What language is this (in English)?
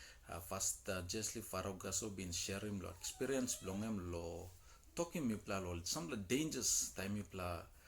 Tok Pisin